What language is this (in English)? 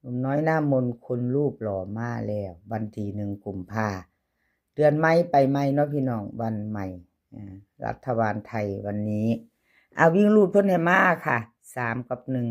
Northeastern Thai